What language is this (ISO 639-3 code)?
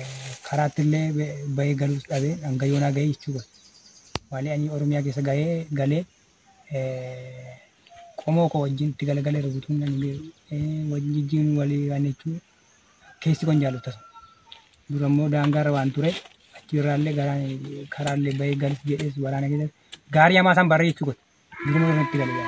orm